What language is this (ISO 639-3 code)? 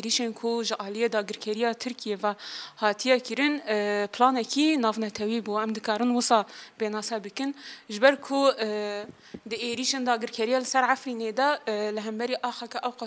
kur